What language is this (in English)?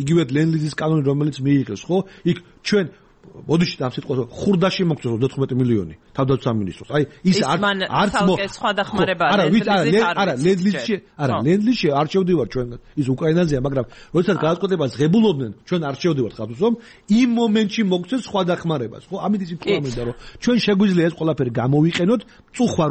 Georgian